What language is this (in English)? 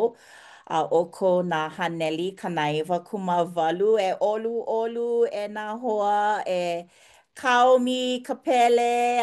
Hawaiian